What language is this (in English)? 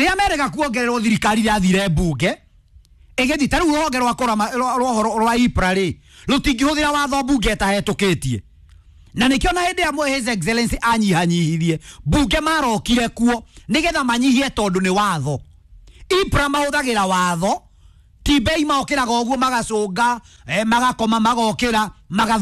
Kikuyu